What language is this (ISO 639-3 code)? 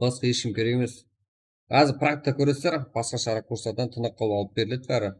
kaa